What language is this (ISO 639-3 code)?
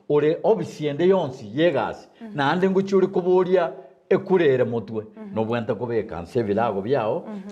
guz